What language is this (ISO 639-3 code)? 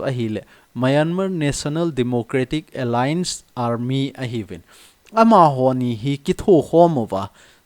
tcz